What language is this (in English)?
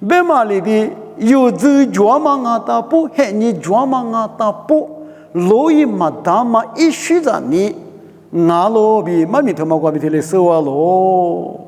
Lisu